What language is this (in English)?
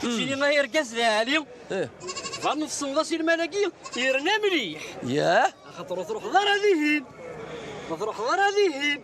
Kabyle